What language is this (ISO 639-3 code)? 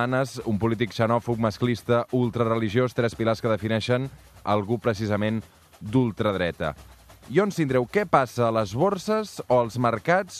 cat